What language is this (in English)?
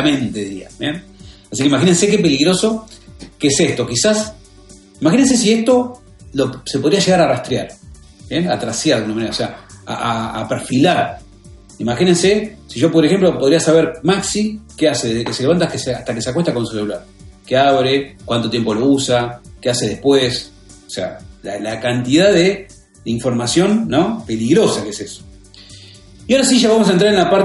Spanish